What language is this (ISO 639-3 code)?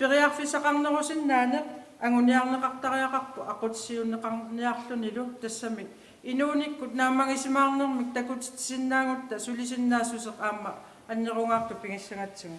kal